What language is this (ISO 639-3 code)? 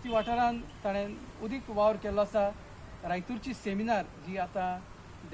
kok